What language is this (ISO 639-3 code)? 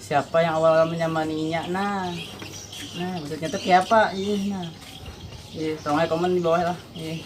bjn